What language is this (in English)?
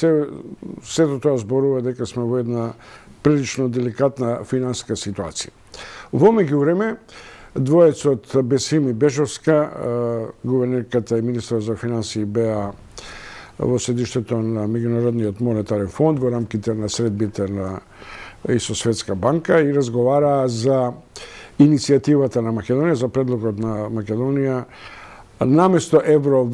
Macedonian